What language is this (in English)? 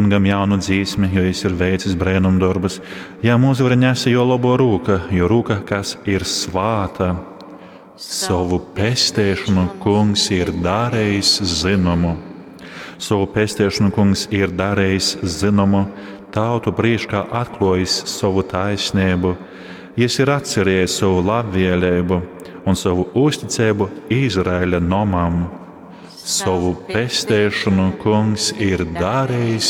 Latgalian